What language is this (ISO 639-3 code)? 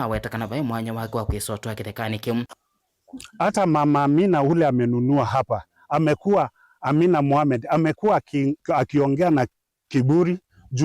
kam